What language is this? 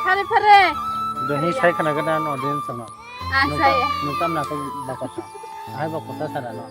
Kok Borok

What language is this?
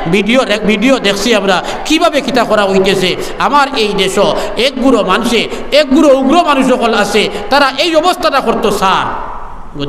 Sylheti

